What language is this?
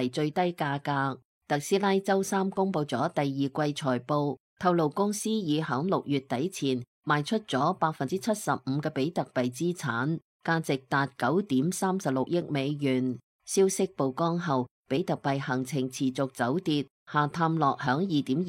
Cantonese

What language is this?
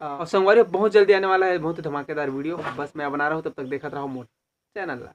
Chhattisgarhi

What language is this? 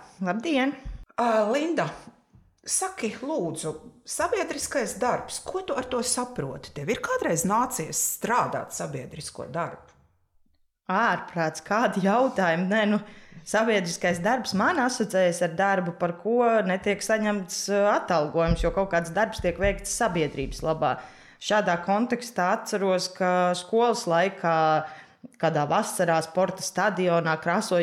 Latvian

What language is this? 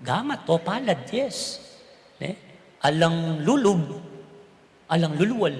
Pampanga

